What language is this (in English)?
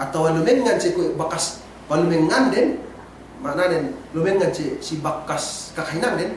Yakan